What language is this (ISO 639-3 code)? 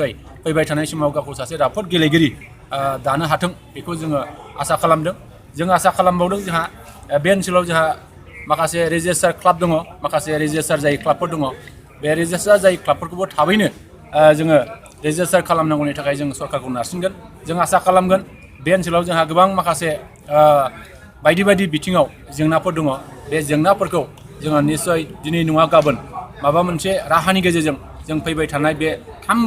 brx